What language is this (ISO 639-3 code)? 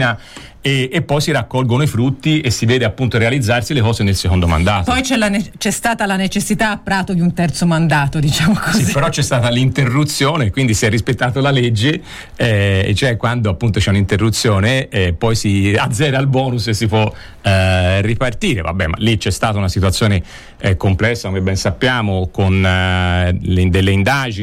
ita